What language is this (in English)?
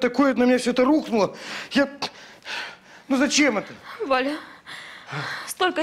Russian